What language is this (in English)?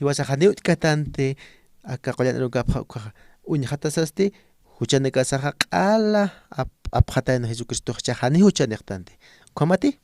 Aymara